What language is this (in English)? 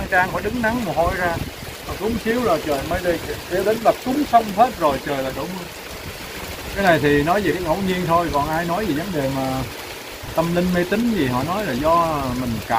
Vietnamese